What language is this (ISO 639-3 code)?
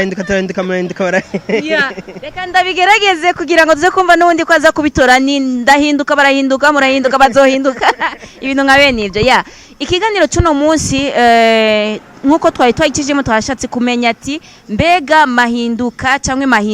run